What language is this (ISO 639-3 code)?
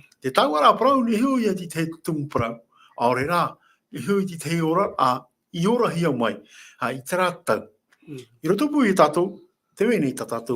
tah